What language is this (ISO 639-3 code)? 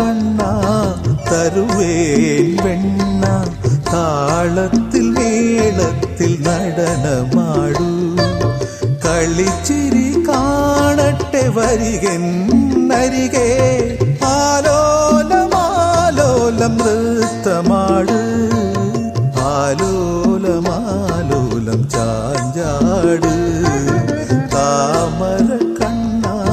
mal